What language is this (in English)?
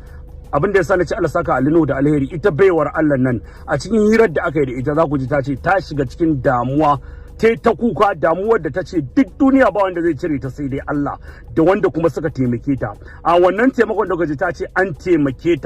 Hausa